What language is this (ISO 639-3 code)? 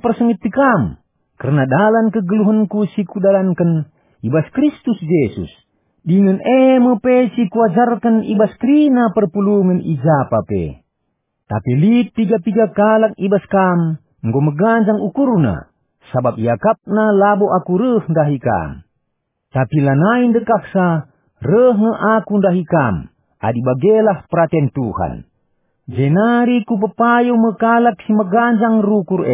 btx